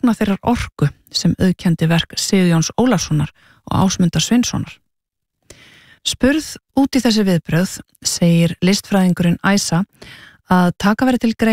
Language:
Icelandic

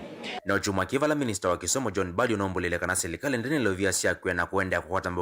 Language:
Kamba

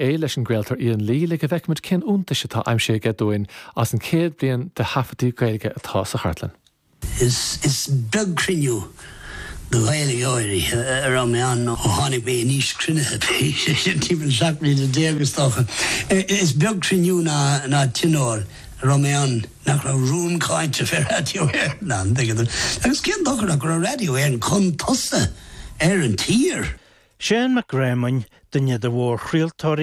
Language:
Irish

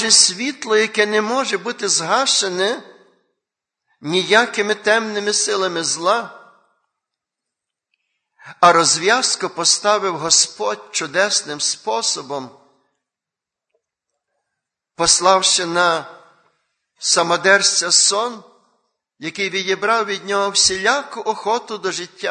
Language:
Ukrainian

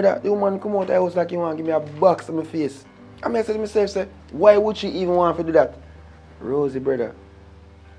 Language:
Jamaican Creole English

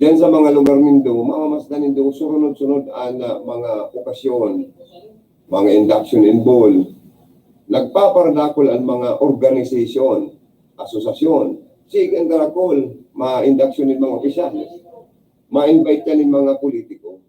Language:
Bikol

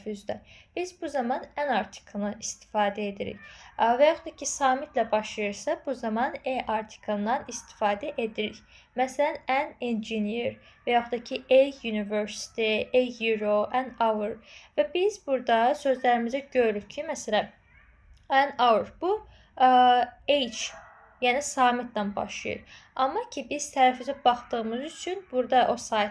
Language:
Azerbaijani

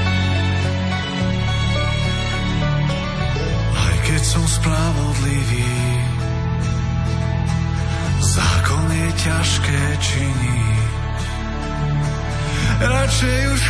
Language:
Slovak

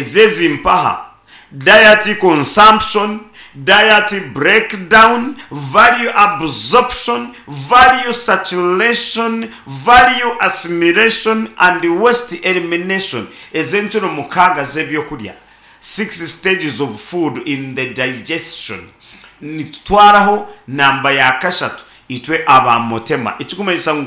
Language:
Nyankole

